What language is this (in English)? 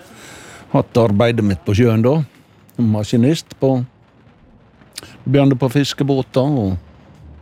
Norwegian